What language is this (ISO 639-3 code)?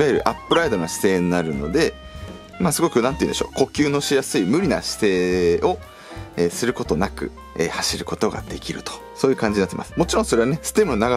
jpn